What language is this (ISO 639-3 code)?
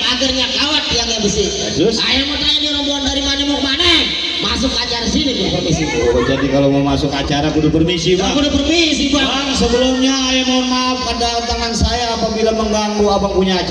bew